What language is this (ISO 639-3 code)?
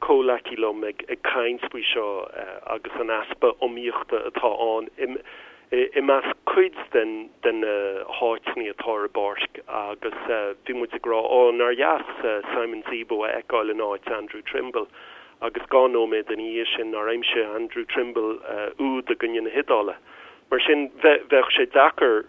gle